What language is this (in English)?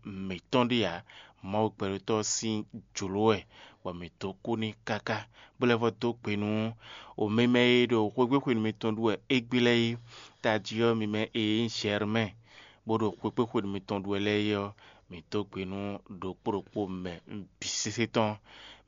Fon